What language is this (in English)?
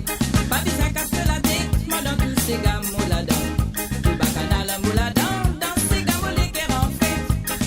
Morisyen